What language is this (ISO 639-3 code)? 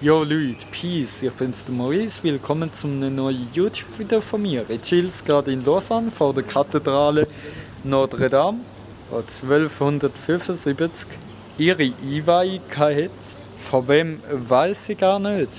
gsw